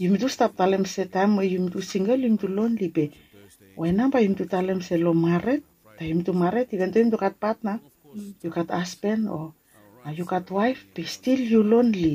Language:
Bislama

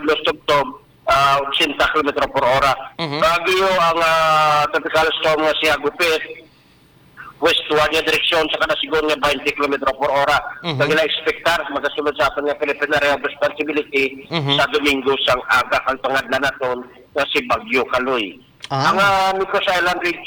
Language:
Hiligaynon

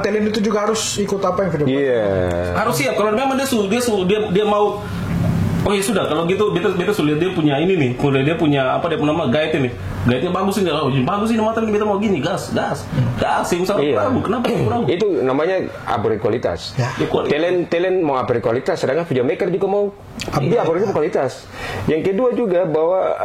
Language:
Ambonese Malay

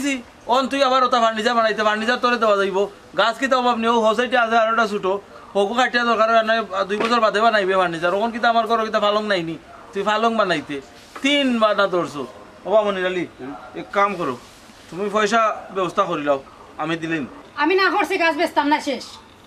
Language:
Sylheti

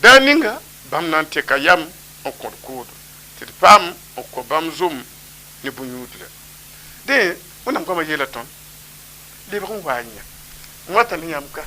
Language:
Mossi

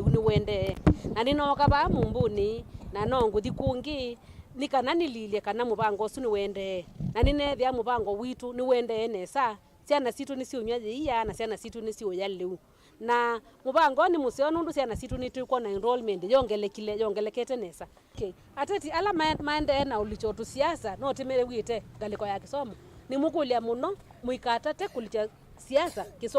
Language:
Kamba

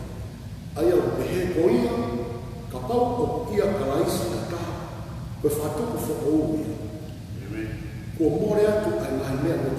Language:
Tongan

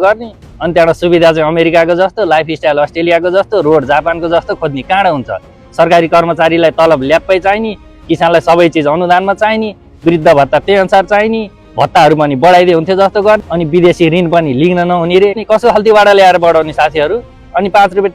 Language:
Nepali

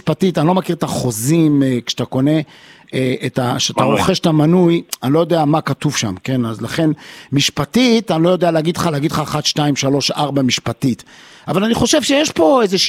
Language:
Hebrew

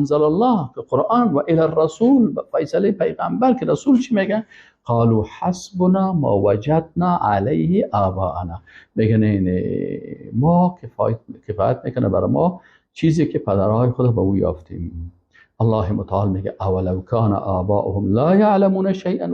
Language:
Persian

